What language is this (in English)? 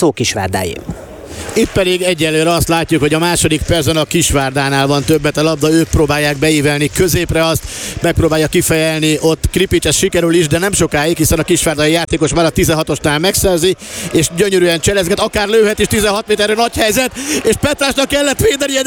Hungarian